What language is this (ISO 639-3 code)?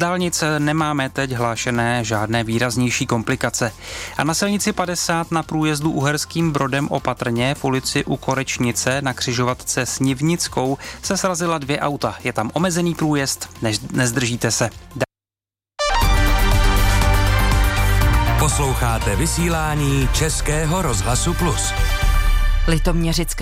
ces